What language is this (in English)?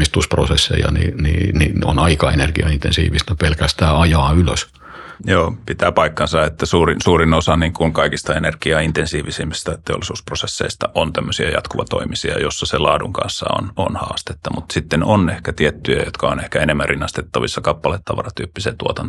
Finnish